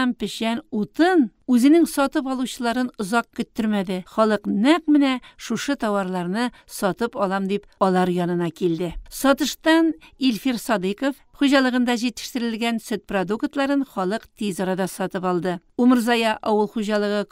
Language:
Tatar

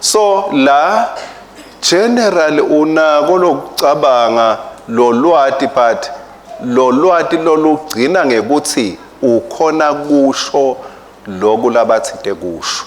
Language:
Swati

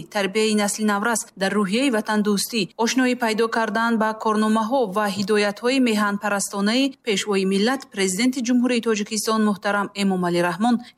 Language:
Tajik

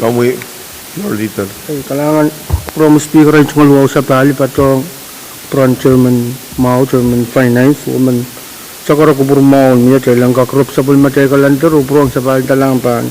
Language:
Pohnpeian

